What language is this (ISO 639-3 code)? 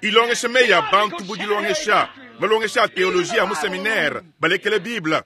lua